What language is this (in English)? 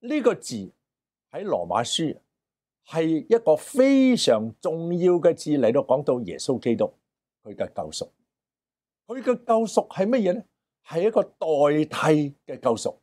Cantonese